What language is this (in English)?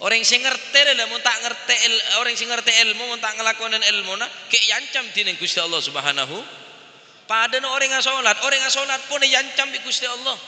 Madurese